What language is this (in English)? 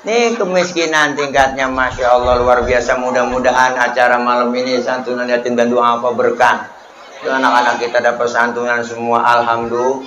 Betawi